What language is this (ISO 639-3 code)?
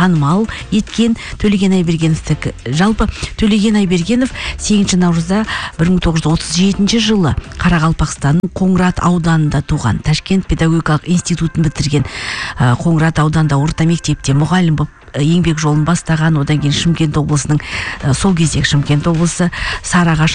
kaz